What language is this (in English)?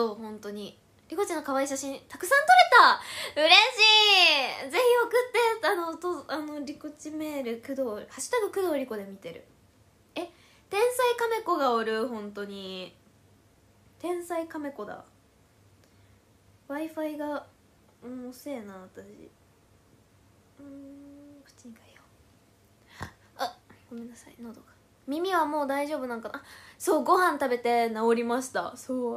Japanese